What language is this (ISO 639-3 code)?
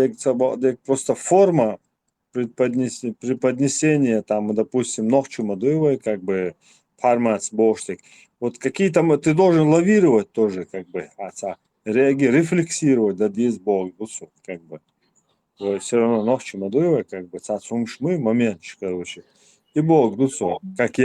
che